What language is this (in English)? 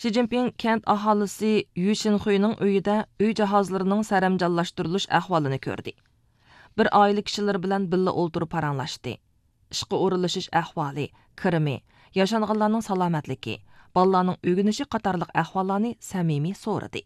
Uyghur